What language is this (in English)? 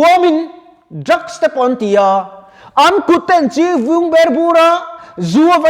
Mizo